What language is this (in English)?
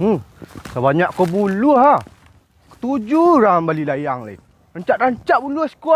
Minangkabau